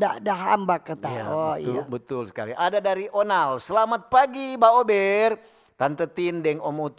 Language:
Manado Malay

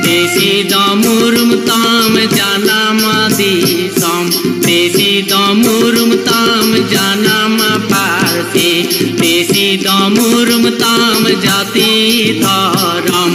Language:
Santali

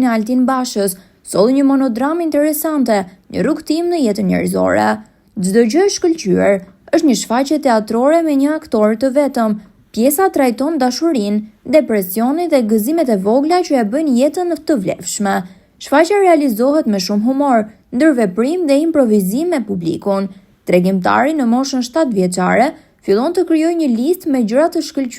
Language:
Albanian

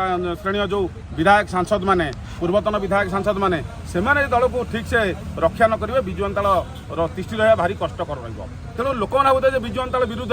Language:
Odia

